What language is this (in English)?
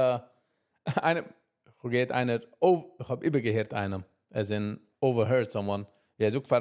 Yiddish